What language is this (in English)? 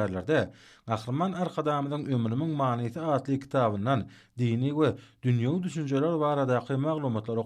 Turkmen